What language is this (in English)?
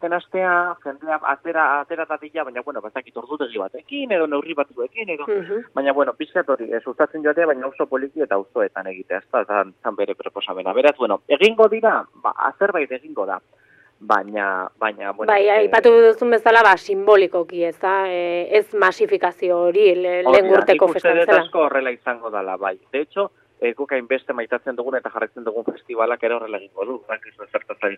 Basque